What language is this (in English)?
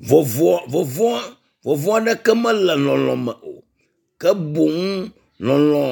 Ewe